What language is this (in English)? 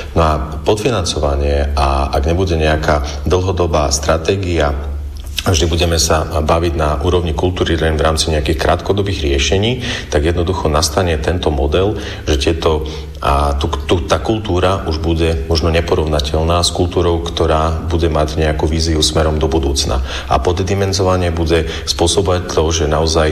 Slovak